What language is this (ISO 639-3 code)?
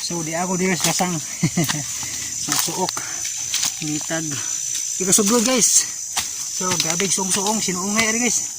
ceb